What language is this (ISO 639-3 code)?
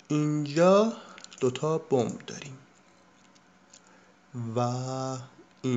fas